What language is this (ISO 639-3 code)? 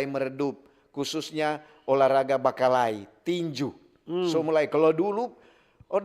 xmm